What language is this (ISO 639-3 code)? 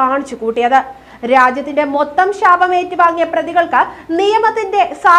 mal